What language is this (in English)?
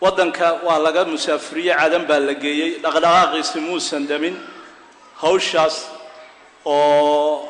Somali